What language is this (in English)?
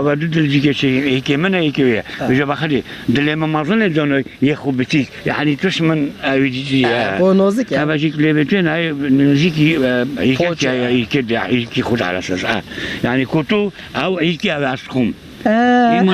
Kurdish